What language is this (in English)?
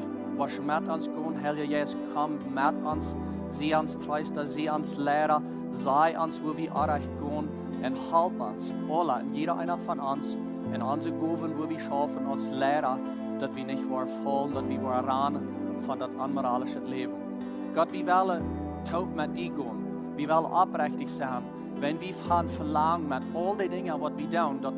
Plautdietsch